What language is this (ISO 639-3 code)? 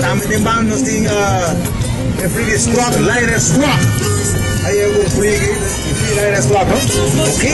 pap